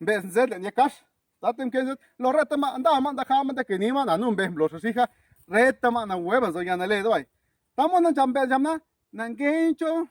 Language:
Zapotec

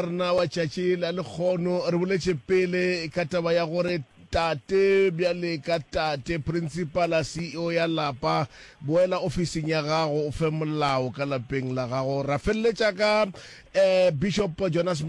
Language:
Northern Sotho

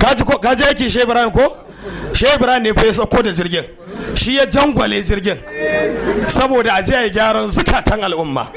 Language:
Hausa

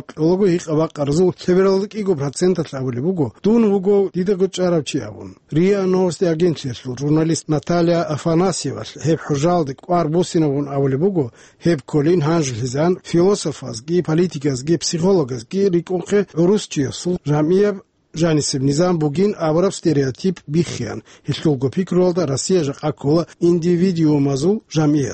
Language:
Avaric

